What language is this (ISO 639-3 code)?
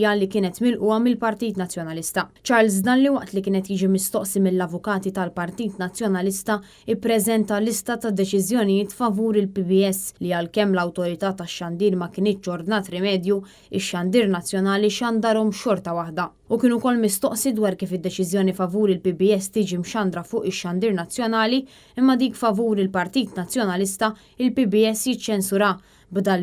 mlt